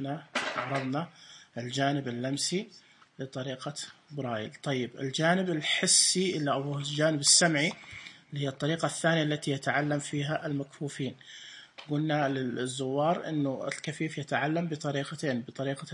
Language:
Najdi Arabic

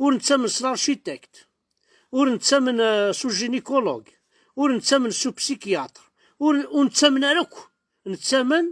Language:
Kabyle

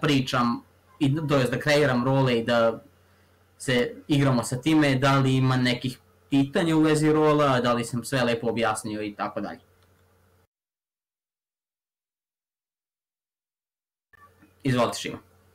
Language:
Serbian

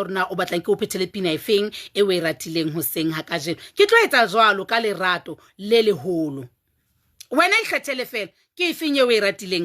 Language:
Southern Sotho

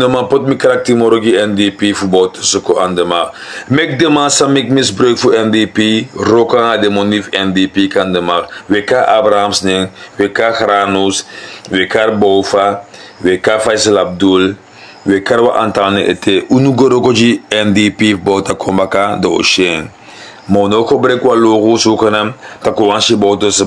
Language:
Sranan Tongo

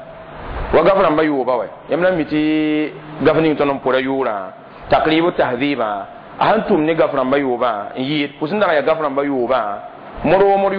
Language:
Mossi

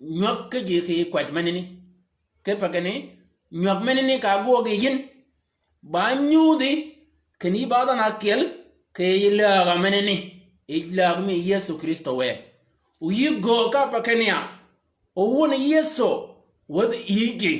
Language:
Shilluk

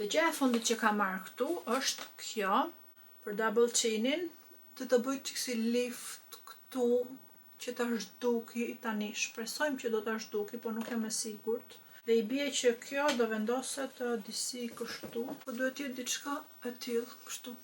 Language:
Albanian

